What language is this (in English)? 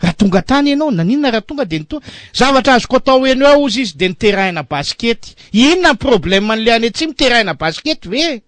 Malagasy